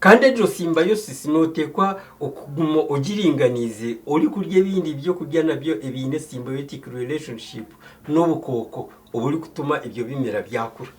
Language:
Nyankole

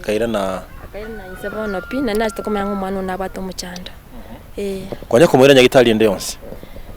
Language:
Gusii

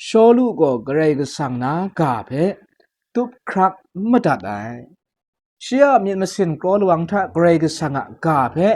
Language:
Kachin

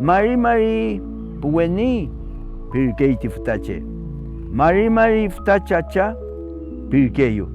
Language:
Mapuche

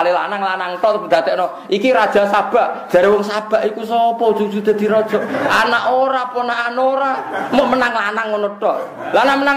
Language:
Javanese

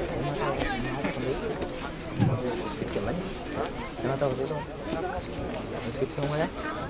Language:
Kazakh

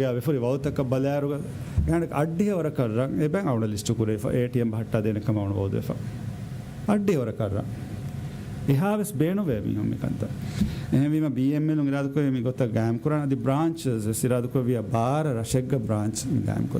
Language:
Divehi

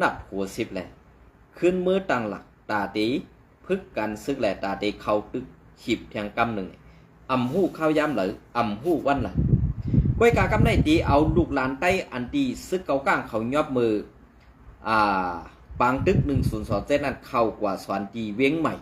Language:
Shan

